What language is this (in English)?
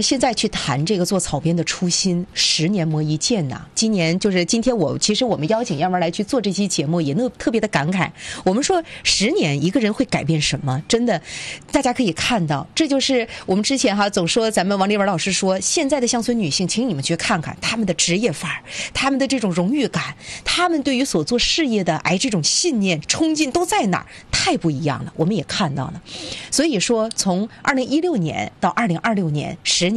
Chinese